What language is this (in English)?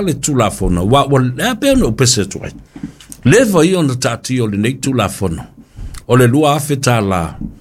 Samoan